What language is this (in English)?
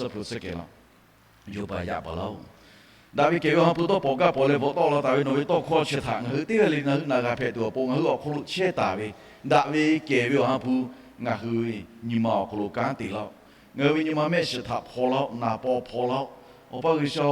Lahu